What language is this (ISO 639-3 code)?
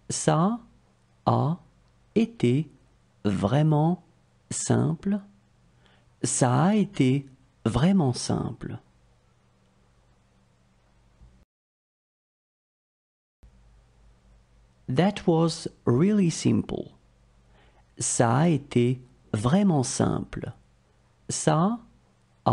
fra